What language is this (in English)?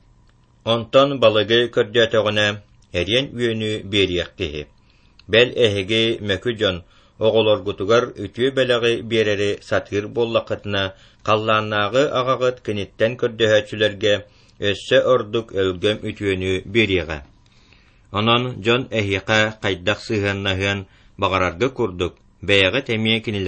Yakut